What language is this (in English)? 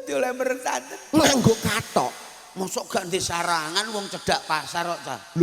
Javanese